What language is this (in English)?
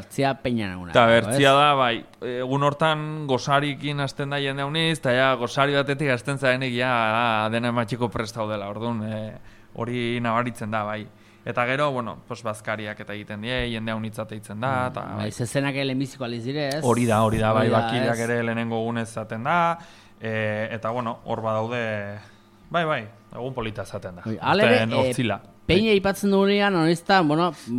Basque